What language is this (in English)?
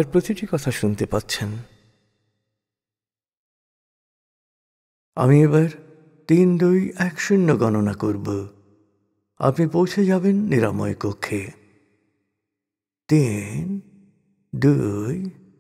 Bangla